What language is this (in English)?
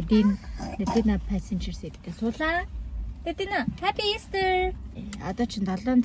Mongolian